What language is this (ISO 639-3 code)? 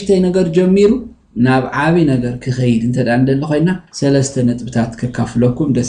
tir